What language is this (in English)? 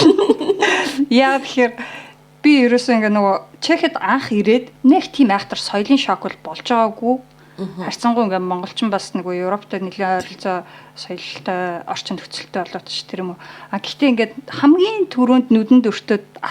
Mongolian